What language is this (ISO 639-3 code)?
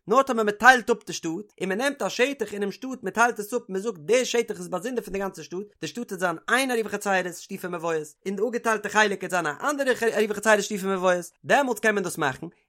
yid